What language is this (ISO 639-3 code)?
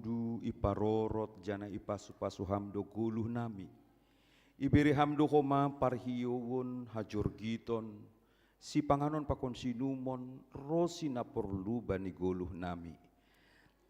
bts